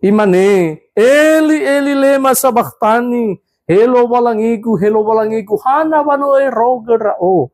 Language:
Nias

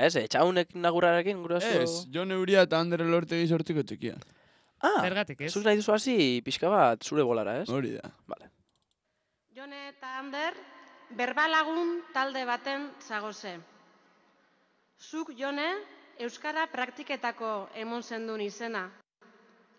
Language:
Basque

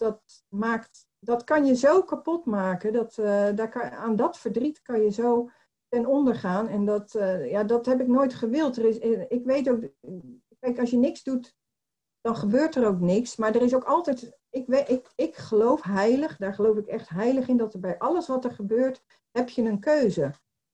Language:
Dutch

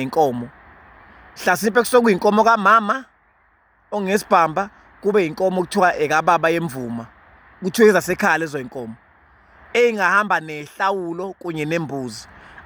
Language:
Zulu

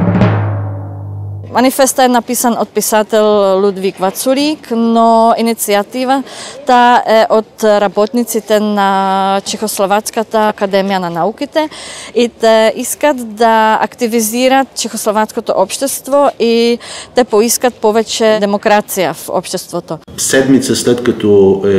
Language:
Bulgarian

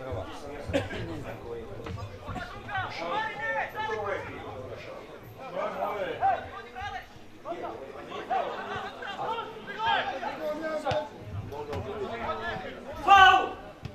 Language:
Croatian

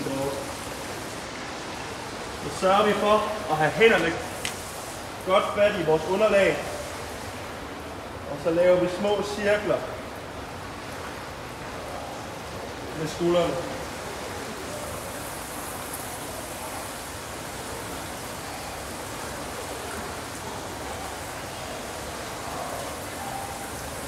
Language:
Danish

